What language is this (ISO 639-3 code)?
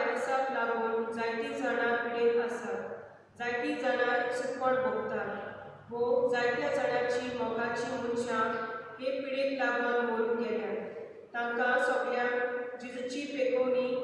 kok